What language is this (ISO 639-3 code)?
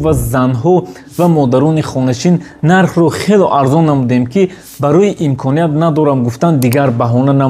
tgk